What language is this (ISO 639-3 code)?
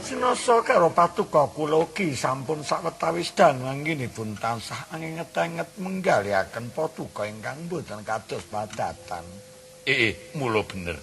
jav